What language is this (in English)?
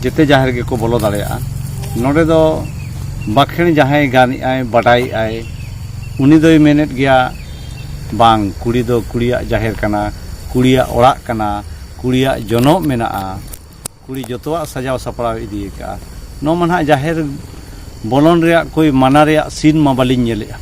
Santali